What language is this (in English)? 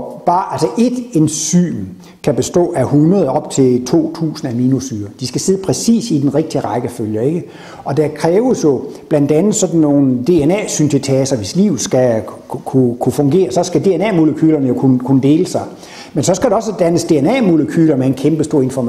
Danish